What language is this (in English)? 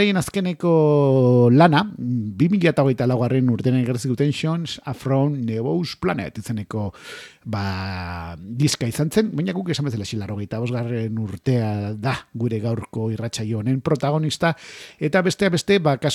Basque